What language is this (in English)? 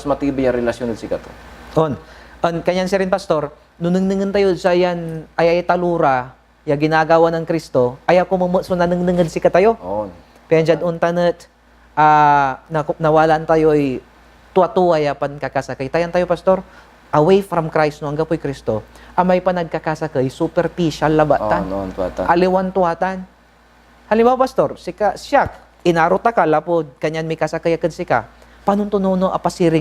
Pangasinan